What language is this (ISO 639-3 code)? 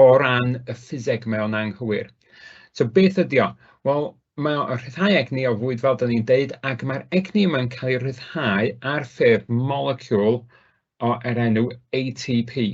cym